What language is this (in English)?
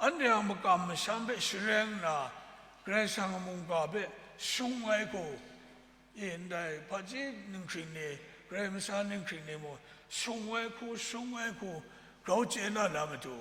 Kachin